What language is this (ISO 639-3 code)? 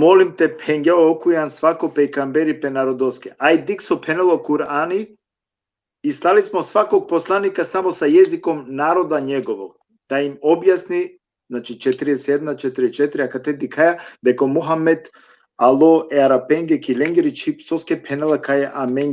rmn